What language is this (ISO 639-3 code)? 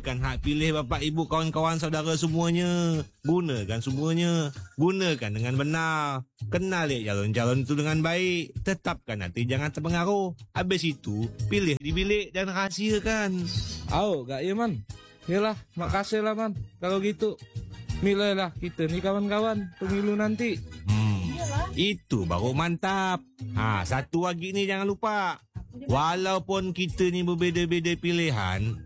msa